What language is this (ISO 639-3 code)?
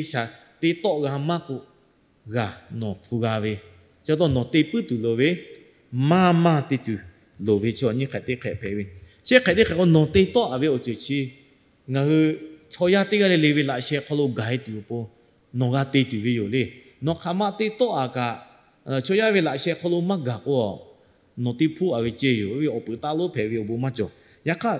lhu